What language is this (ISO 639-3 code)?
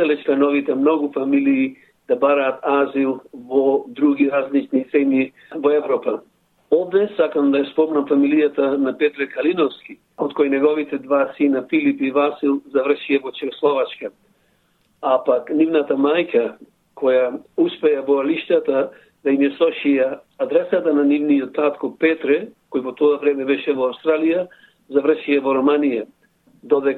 mkd